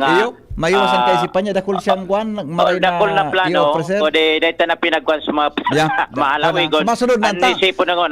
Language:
Bikol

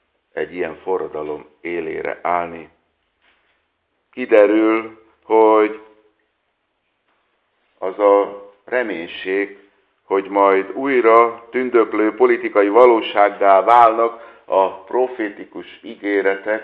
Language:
Hungarian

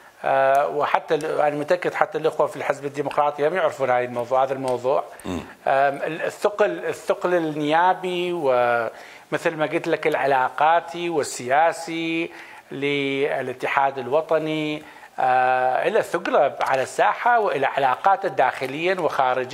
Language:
Mesopotamian Arabic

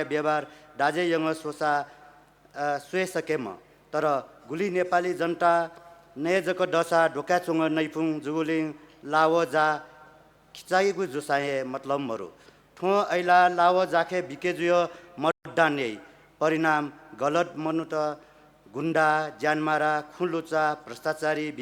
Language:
Newari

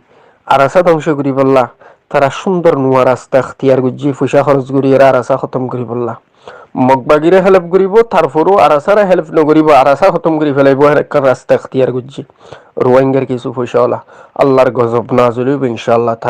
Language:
Rohingya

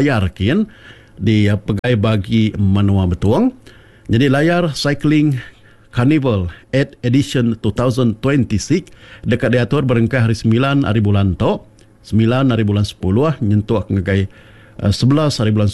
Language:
Iban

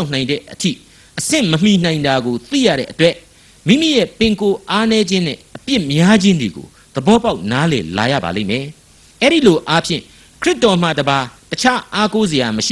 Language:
Burmese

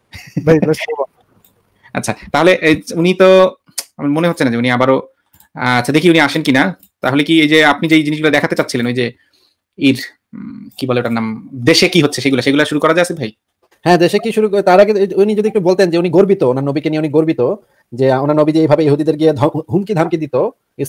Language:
Bangla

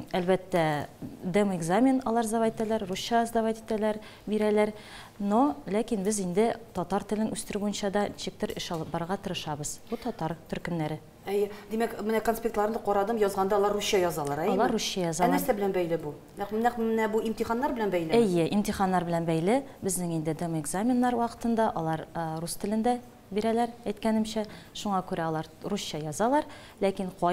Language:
Tatar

